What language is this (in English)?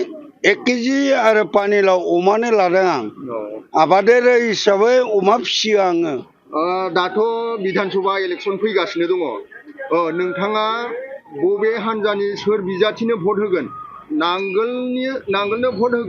Bodo